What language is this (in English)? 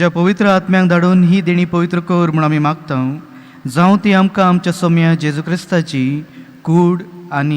Konkani